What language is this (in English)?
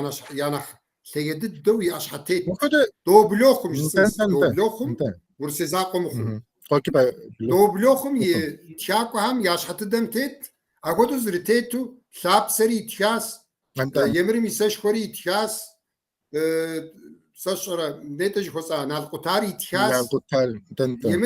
Kabardian